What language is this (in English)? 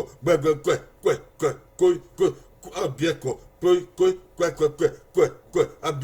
Bini